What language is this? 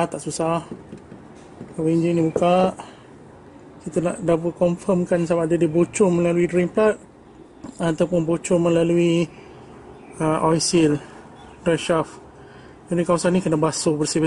Malay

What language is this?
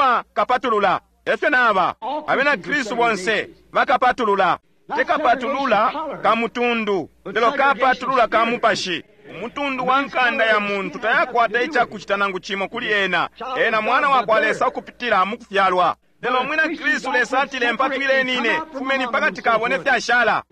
Bemba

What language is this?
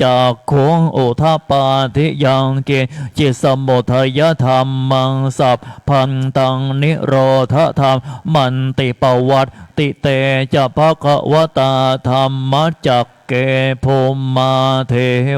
Pali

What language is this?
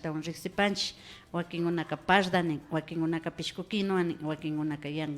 Imbabura Highland Quichua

